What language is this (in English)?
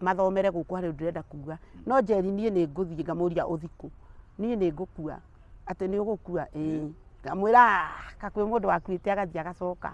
Kikuyu